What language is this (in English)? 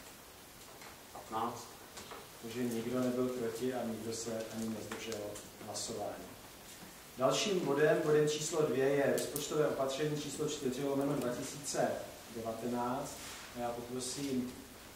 Czech